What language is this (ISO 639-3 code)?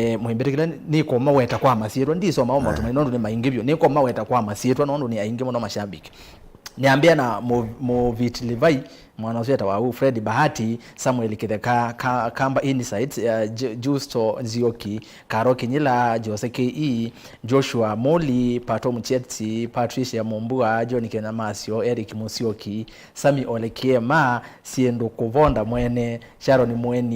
kam